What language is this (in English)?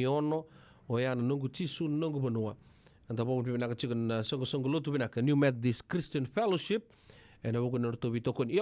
Fijian